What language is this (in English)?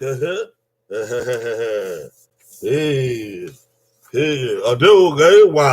Bini